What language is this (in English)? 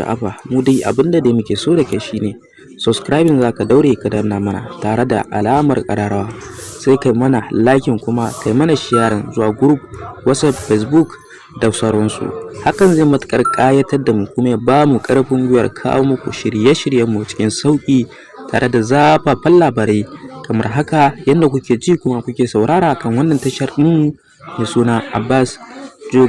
Hausa